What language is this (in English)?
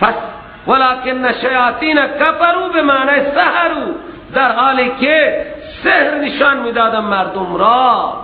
Persian